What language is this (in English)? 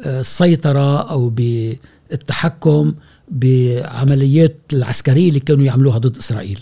Gulf Arabic